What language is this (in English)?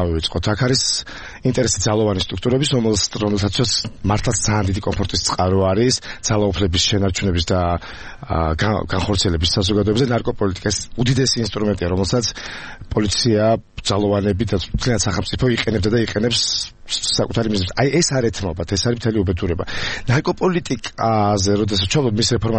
Georgian